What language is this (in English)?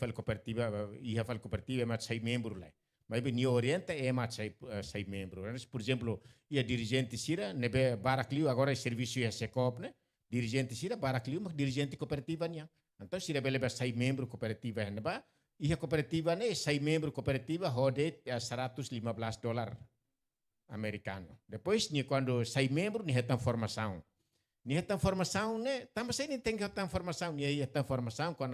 Tetum